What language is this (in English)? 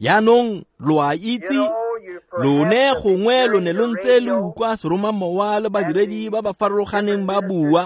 Tswana